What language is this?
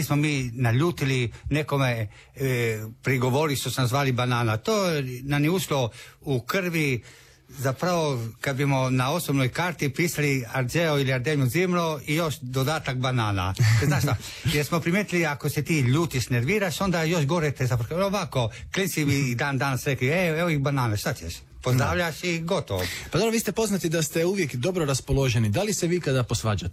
Croatian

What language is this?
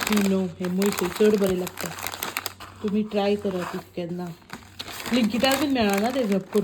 Konkani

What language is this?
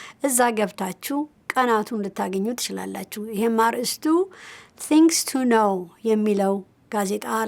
Amharic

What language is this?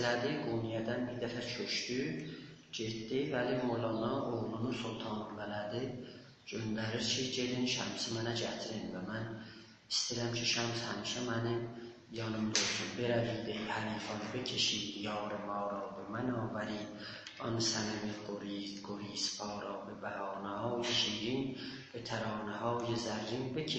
South Azerbaijani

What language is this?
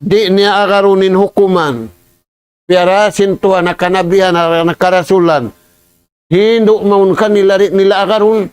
Tausug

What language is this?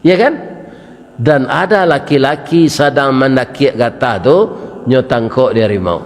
Minangkabau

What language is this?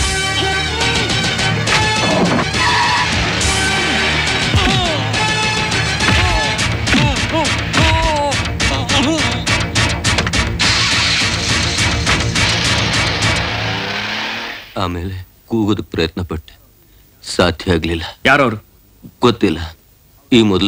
Kannada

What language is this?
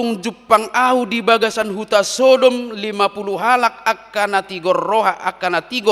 Batak Toba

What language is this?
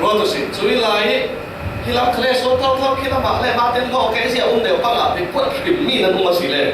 Falam Chin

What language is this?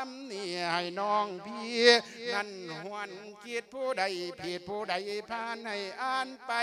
Lao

